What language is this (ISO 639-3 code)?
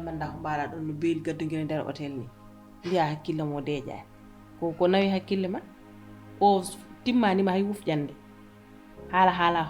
ful